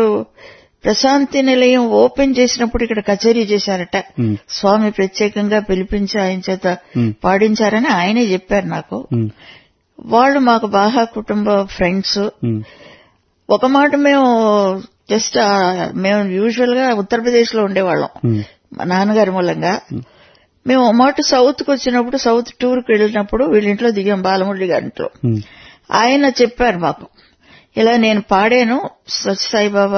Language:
Telugu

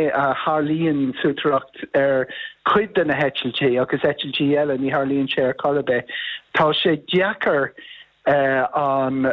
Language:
Irish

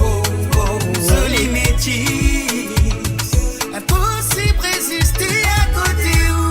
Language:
Morisyen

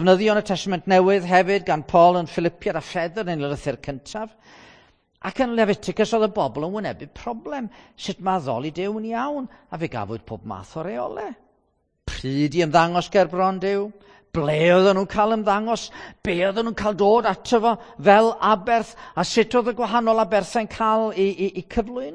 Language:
Welsh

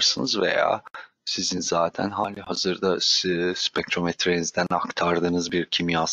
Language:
Turkish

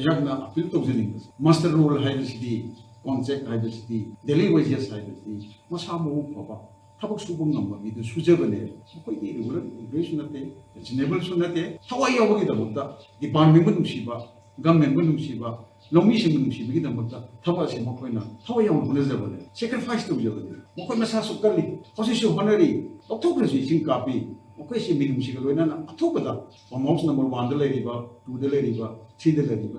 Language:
Manipuri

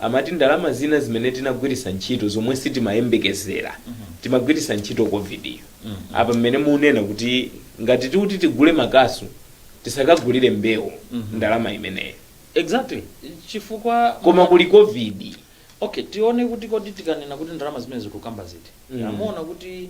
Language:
Nyanja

